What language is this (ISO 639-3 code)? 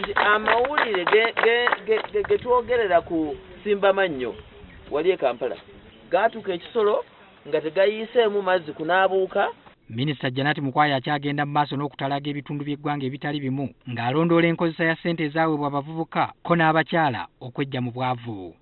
lug